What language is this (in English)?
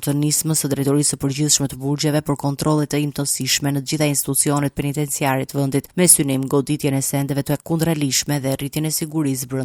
Albanian